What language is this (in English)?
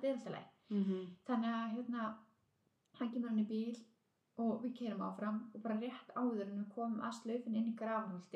Icelandic